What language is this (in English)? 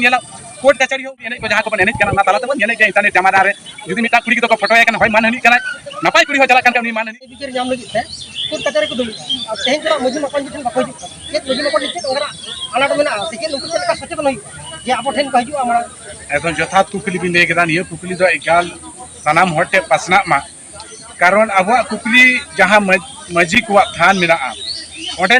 Santali